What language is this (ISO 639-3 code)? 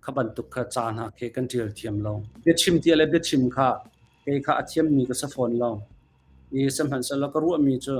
cnh